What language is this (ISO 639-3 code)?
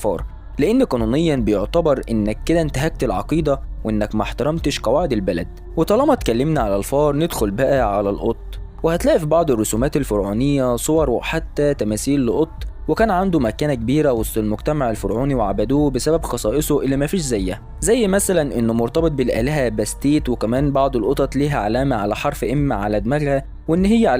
arz